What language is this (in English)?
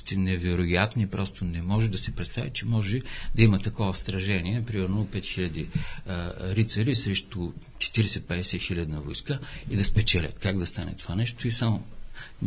Bulgarian